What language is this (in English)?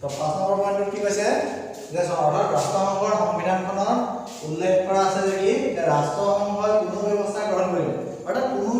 Assamese